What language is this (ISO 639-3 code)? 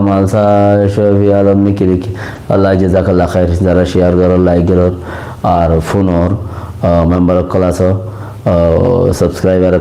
rhg